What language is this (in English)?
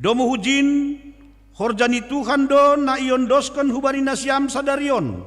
Batak Simalungun